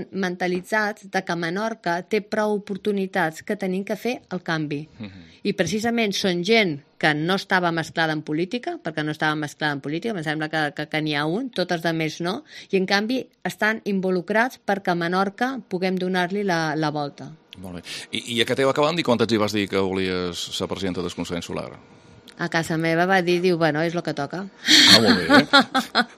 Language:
Catalan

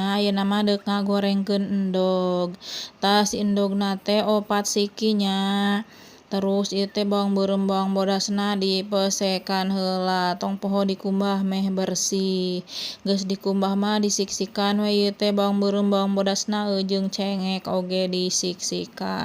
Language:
Sundanese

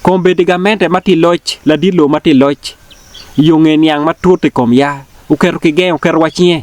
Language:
Acoli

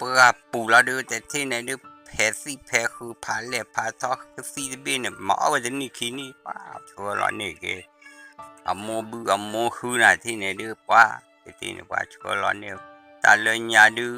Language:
S'gaw Karen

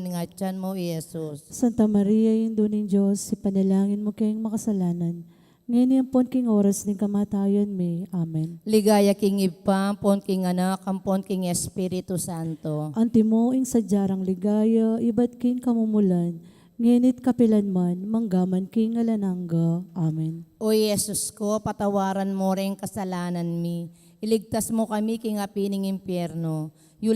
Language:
Pampanga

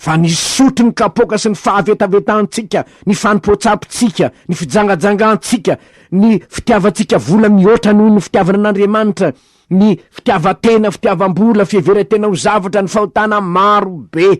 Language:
Malagasy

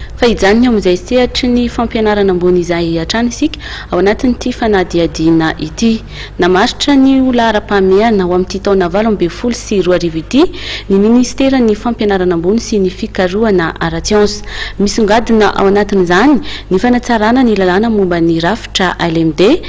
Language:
Malagasy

